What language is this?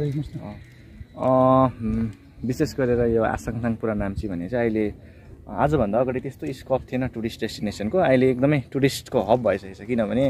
Nepali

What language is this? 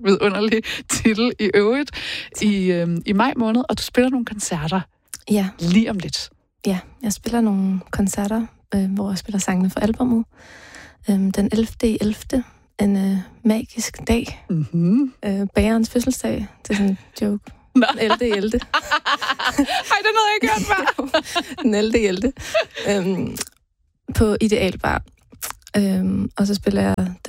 Danish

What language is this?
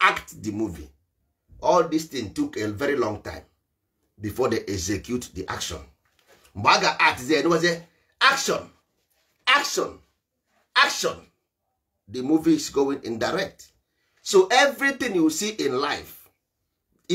Igbo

